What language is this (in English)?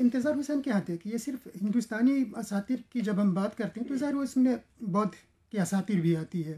Urdu